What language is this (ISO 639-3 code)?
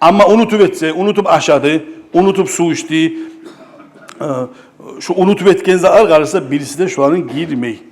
kum